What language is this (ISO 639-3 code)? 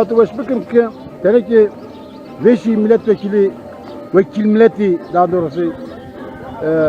zza